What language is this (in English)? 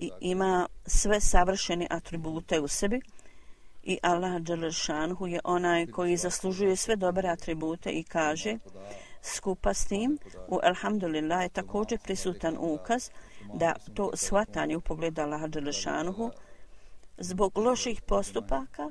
Bosnian